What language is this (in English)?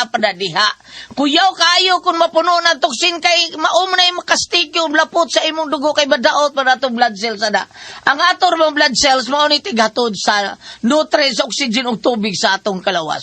Cebuano